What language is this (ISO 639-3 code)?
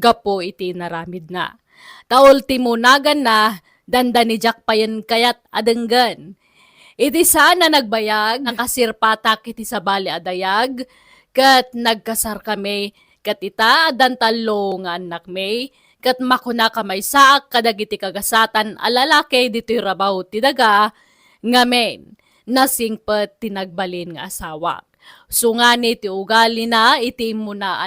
ilo